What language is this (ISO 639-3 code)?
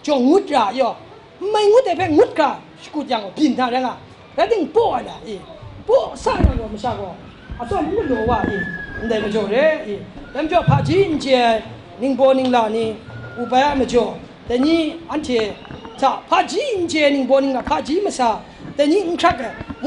kac